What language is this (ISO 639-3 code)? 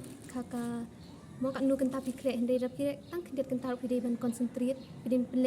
kha